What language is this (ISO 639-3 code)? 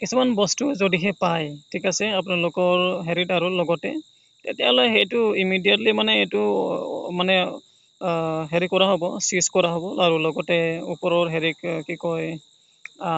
asm